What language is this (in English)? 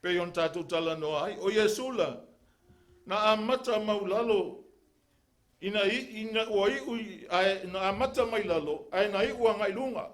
Samoan